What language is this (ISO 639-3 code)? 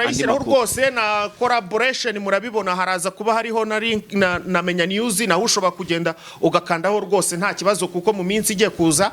kin